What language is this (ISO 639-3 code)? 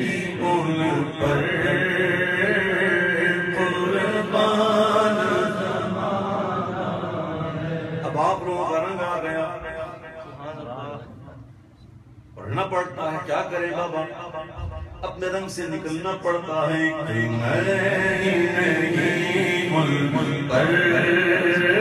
urd